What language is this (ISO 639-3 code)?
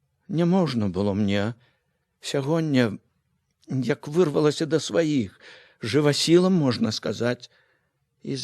bel